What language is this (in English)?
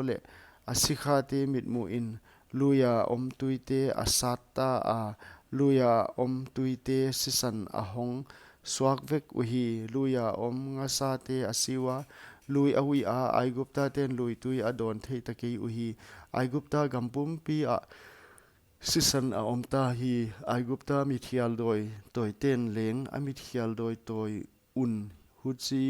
Paite Chin